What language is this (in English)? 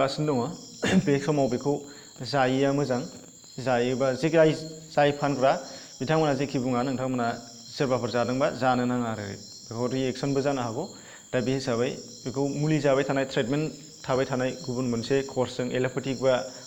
Bodo